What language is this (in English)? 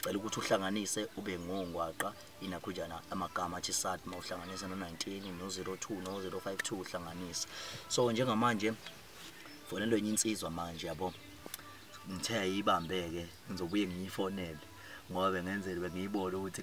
Zulu